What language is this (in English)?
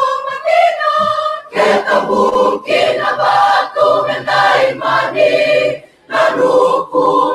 Fijian